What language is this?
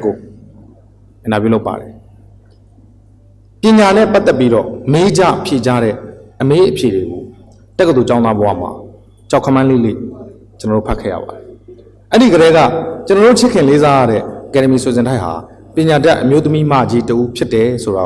Burmese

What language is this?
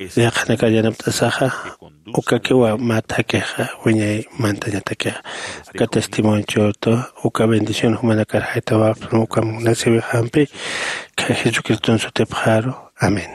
Aymara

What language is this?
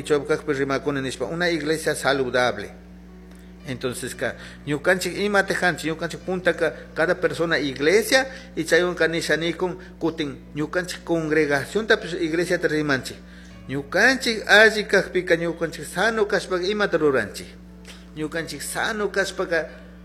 Chimborazo Highland Quichua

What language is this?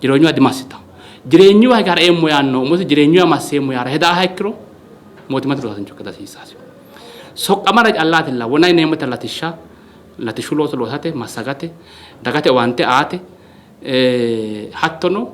Sidamo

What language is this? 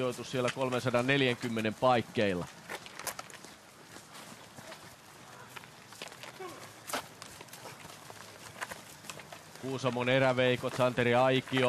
Finnish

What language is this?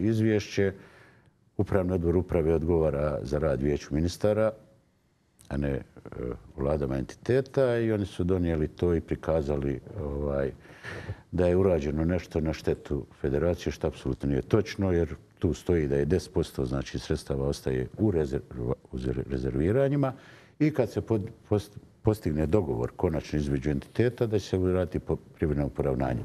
Bosnian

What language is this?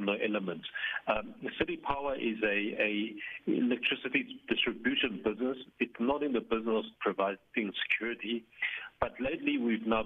English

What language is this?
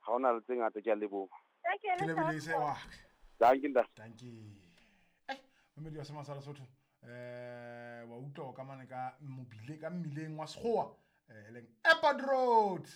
Southern Sotho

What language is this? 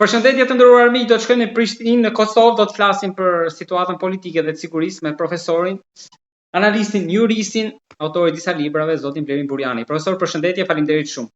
Albanian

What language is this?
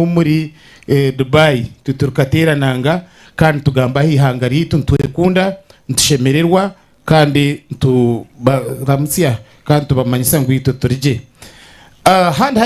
Nyankole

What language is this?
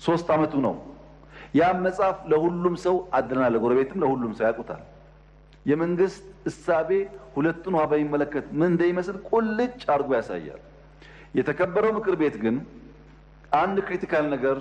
Amharic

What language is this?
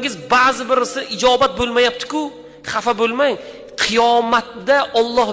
Uzbek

